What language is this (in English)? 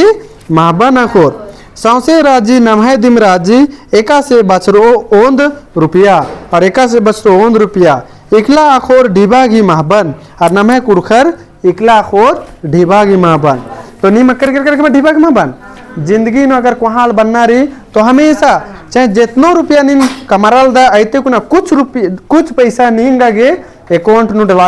Kurukh